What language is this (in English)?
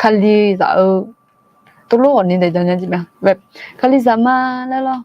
Akha